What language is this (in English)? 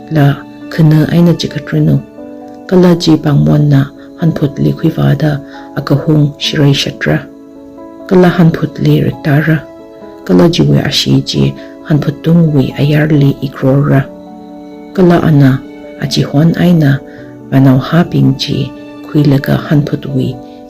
Tangkhul Naga (India)